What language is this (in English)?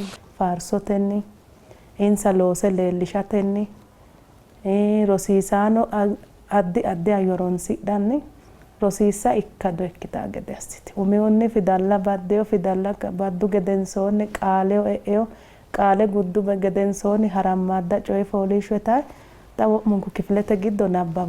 Sidamo